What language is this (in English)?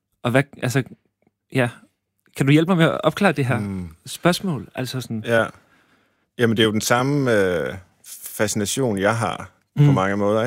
Danish